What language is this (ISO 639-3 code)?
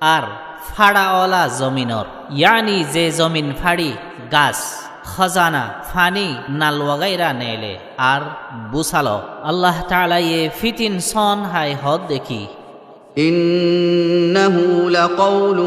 rhg